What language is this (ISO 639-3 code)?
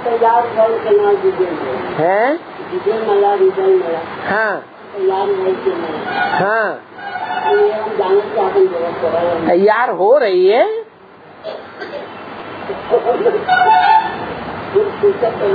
hin